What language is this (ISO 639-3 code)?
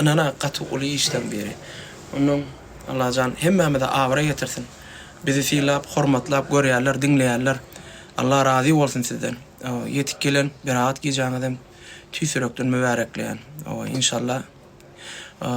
tuk